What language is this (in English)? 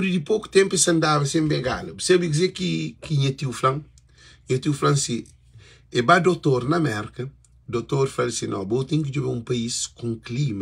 Kabuverdianu